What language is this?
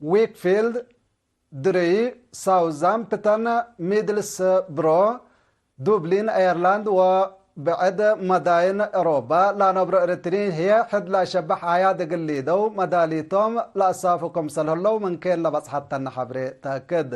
Tigre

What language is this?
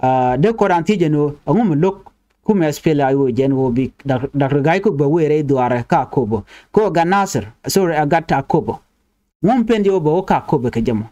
Nuer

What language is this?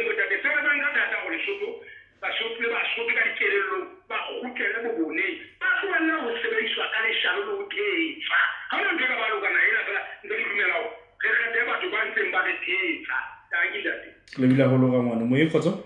Southern Sotho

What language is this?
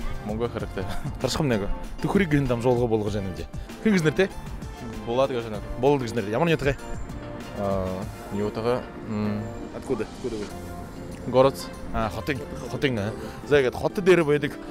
Buriat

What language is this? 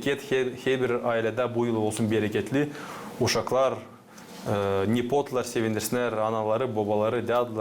Gagauz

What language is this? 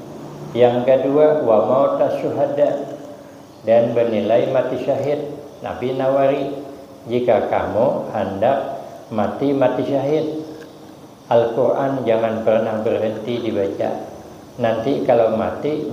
Banjar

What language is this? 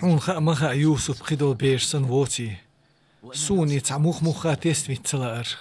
Chechen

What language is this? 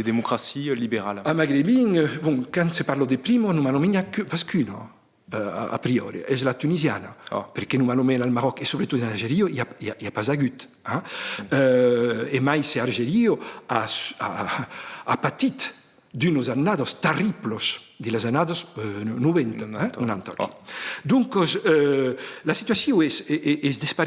Occitan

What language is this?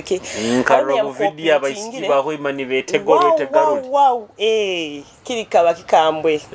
Nyoro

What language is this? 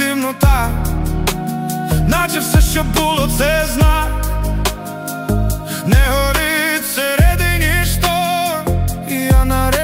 Ukrainian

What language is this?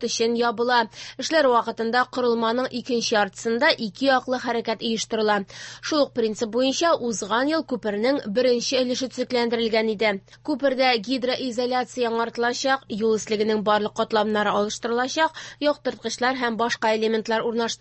Tatar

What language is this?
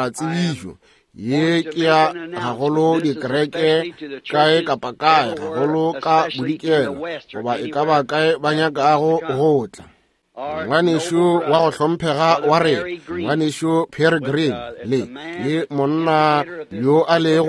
Northern Sotho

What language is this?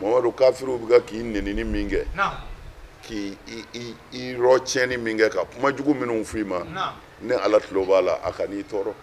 Bambara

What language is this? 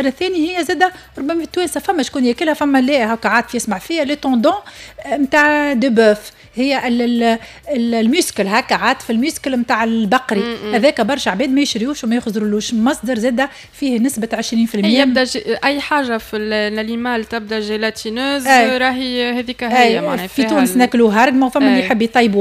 Tunisian Arabic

